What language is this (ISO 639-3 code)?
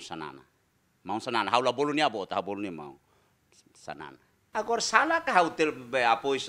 tet